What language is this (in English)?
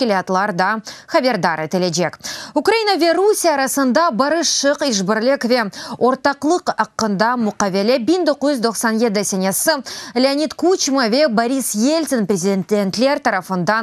Crimean Tatar